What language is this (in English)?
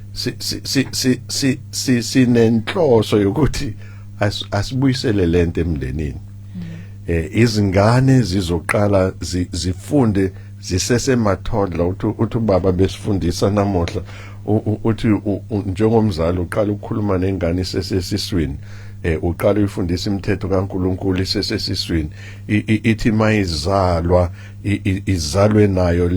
Zulu